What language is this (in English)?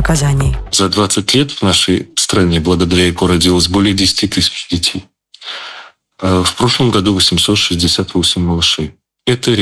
Russian